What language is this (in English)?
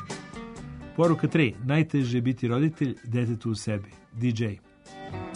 Serbian